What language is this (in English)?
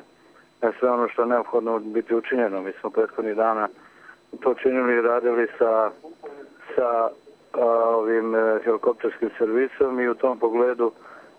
Bosnian